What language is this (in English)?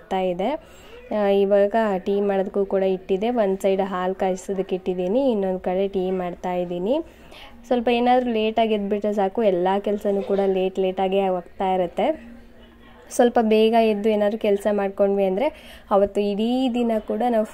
Kannada